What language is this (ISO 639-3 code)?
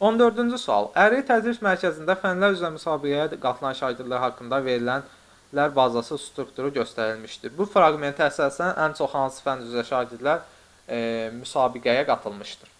aze